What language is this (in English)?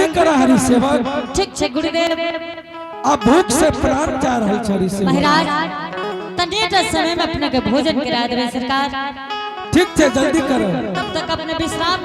Angika